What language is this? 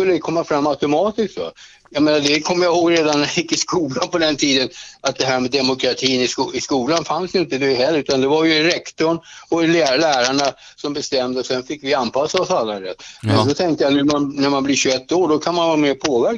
Swedish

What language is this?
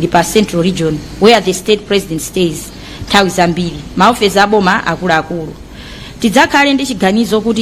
Nyanja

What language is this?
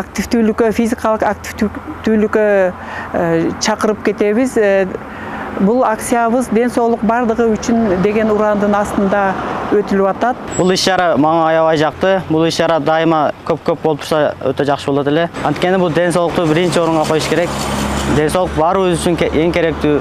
Kyrgyz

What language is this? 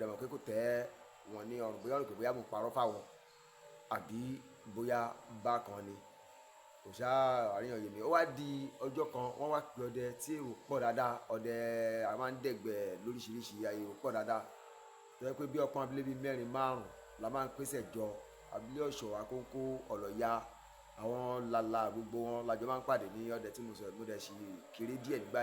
Yoruba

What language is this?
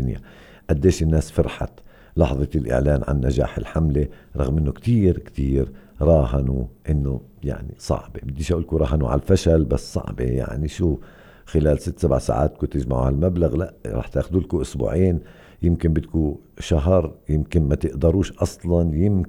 North Levantine Arabic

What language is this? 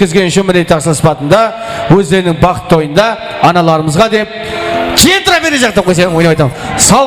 Kara-Kalpak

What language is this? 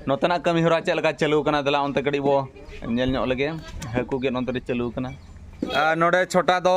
Santali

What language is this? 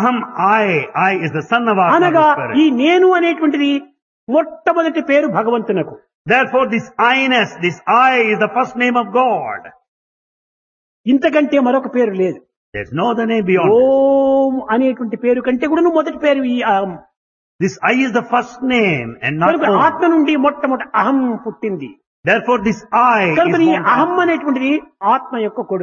Telugu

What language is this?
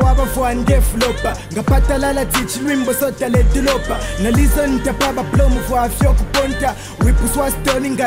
Swahili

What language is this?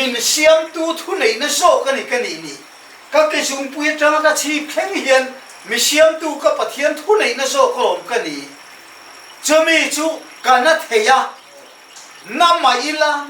Mizo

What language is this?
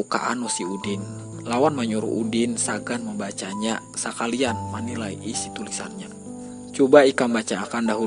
Banjar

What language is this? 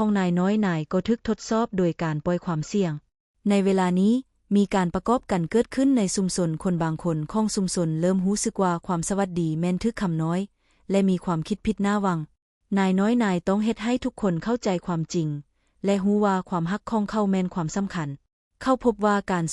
Lao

